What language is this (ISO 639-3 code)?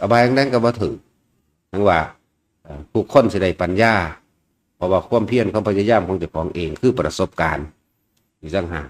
tts